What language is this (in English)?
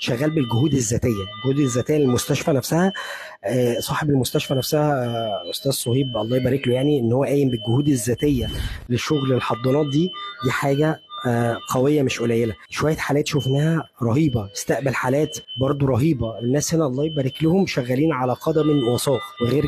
Egyptian Arabic